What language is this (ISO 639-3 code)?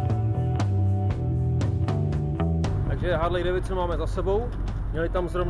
ces